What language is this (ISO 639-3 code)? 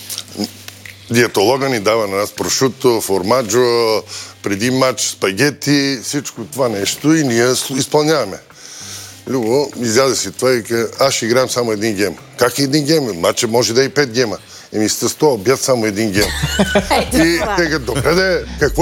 bul